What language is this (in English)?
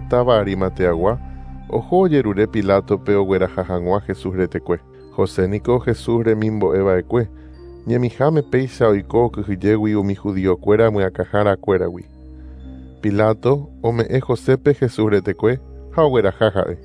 Guarani